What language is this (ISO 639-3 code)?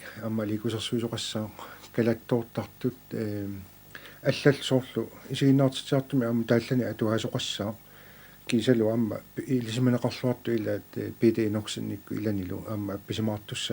kal